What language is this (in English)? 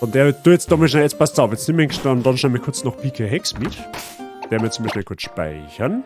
Bavarian